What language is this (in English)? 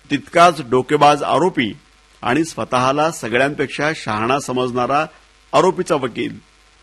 Marathi